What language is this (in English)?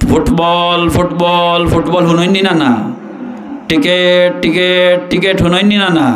Sylheti